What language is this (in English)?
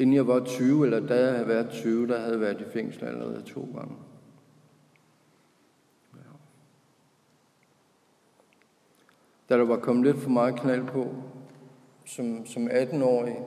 Danish